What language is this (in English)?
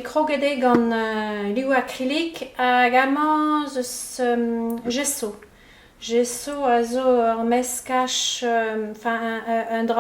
Breton